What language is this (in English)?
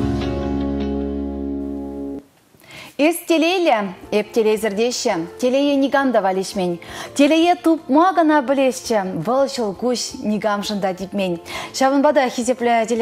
Chuvash